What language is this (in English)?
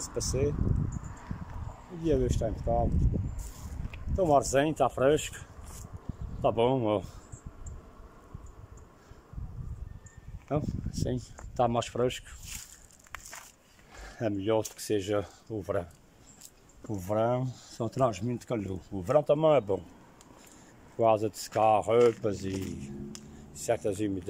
Portuguese